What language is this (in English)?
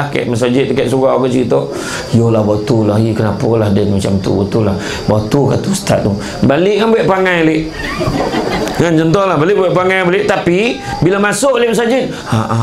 Malay